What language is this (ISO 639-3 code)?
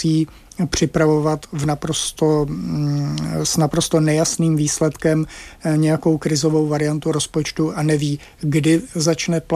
ces